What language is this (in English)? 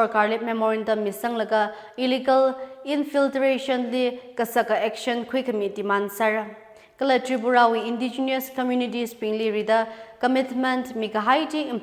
Tangkhul Naga (India)